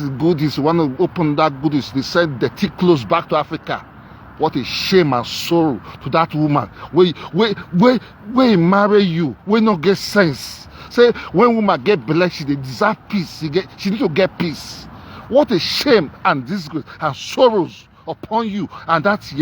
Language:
Nigerian Pidgin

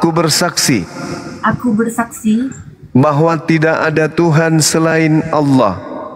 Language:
Indonesian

